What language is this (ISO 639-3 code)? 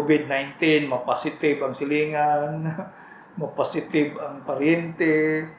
ceb